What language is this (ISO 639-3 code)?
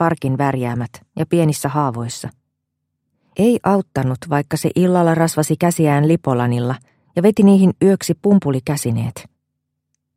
fin